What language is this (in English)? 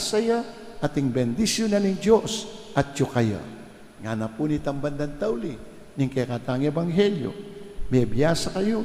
Pampanga